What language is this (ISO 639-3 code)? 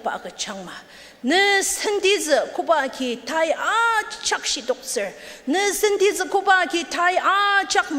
njo